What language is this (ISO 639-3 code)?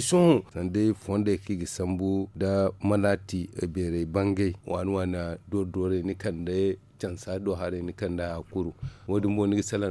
dje